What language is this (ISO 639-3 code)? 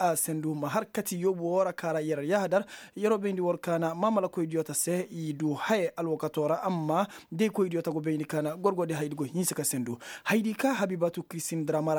ses